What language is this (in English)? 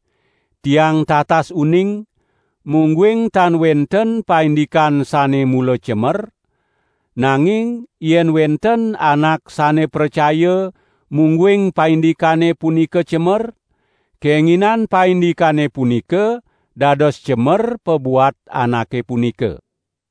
Balinese